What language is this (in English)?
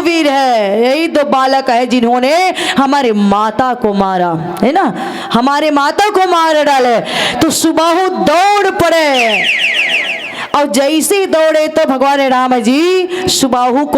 Chhattisgarhi